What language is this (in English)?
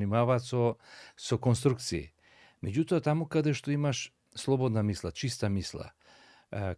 Macedonian